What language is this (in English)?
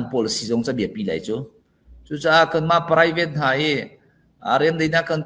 Falam Chin